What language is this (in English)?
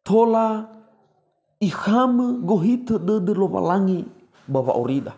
Nias